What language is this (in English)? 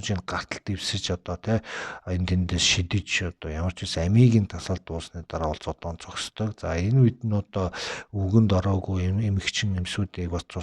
Mongolian